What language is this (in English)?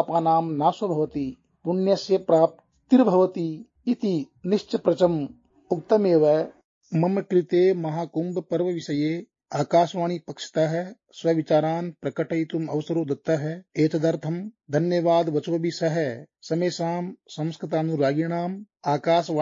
Sanskrit